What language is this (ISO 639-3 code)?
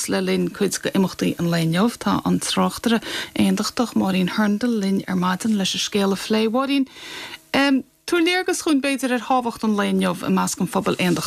gle